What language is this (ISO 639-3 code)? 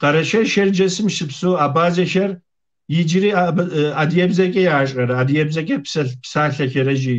kbd